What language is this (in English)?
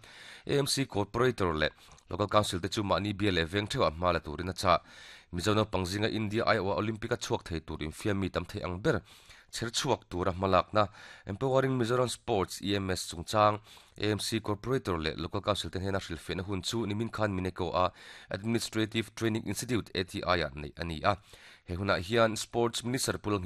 Mizo